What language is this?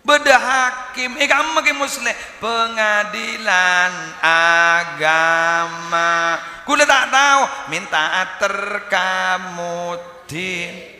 Madurese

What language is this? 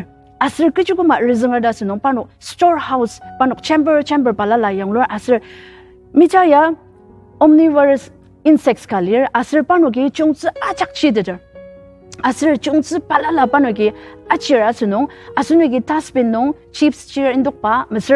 Ao Naga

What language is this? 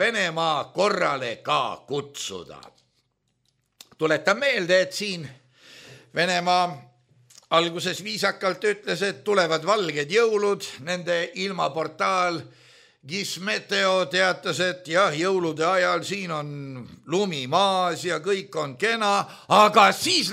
Estonian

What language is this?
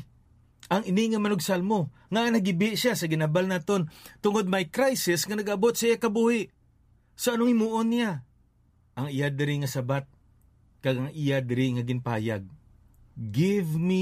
Hiligaynon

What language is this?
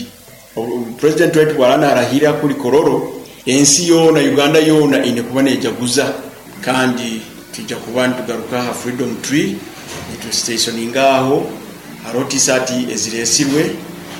Nyoro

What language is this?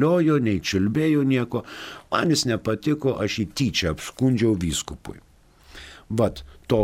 Lithuanian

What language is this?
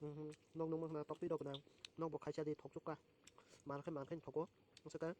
Kok Borok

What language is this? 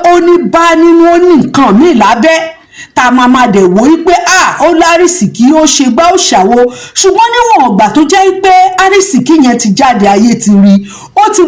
Yoruba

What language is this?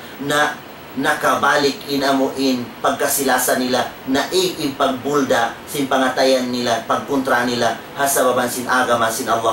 Tausug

